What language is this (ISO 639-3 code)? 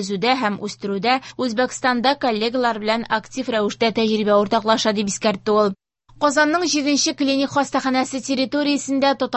tat